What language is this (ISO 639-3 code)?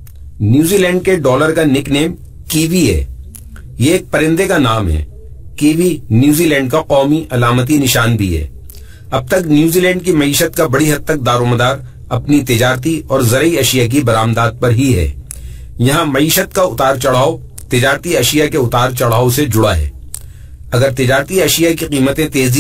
urd